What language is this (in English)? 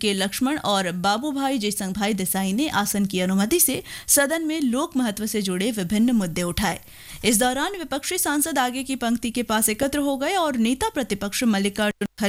Hindi